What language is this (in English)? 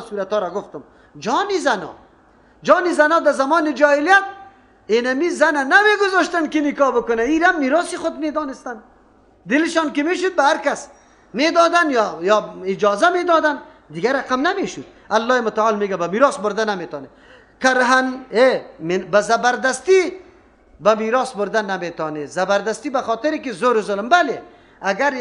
Persian